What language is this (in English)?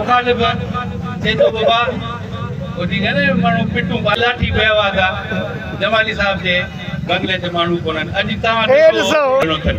Sindhi